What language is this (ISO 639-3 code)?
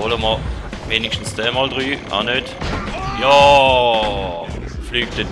gsw